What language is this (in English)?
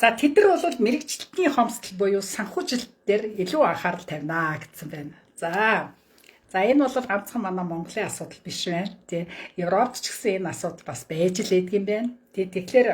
Mongolian